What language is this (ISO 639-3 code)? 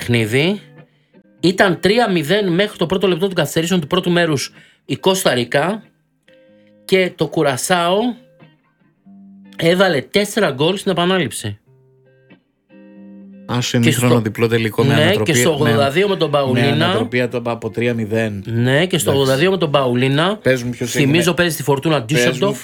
ell